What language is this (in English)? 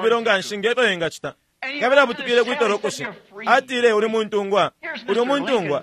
Bemba